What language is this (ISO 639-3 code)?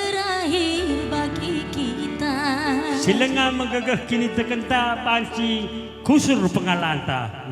btx